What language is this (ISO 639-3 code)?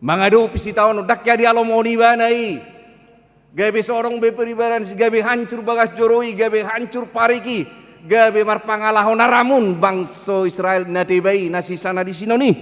bbc